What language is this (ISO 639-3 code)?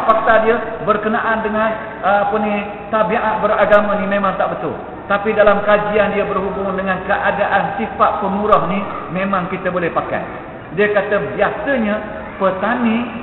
msa